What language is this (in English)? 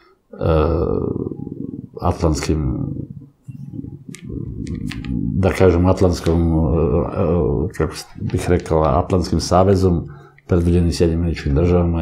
Serbian